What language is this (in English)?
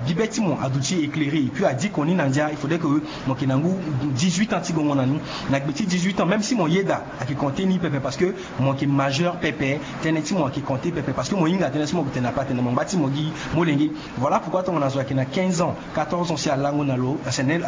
Sango